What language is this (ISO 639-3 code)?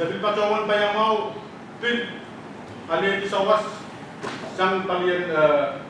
pon